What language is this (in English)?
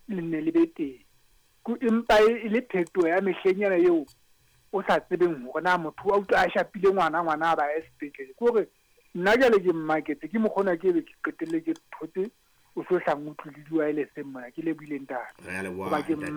Southern Sotho